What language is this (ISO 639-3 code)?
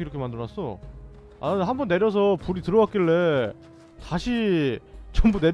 kor